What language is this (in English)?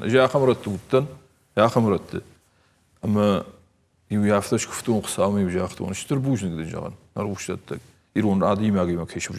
Ossetic